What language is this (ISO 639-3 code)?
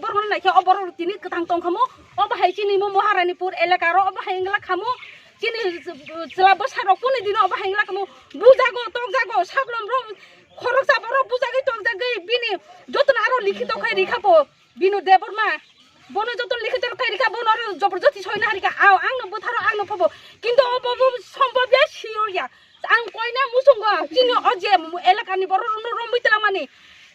trp